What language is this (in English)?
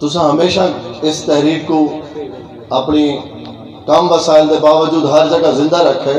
Saraiki